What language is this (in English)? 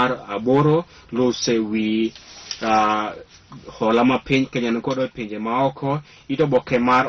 Luo (Kenya and Tanzania)